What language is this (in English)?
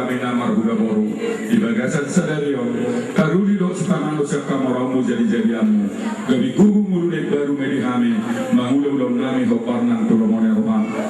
Batak Toba